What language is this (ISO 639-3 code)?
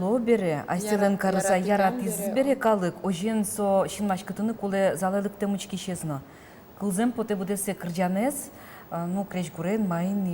udm